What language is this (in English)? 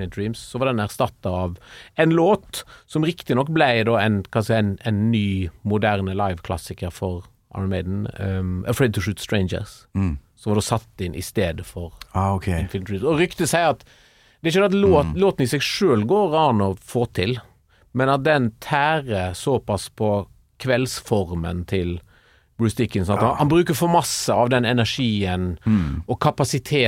Norwegian